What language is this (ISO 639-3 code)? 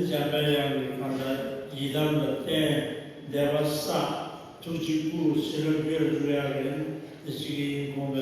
bod